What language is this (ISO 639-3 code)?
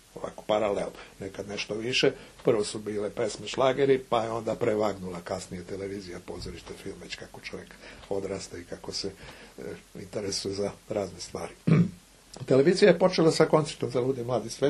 srp